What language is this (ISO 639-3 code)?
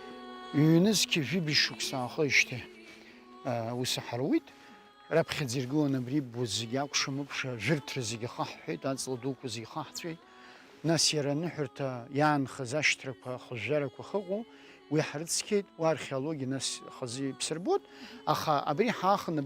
abk